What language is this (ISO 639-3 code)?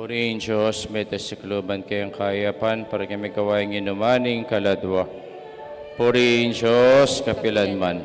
pam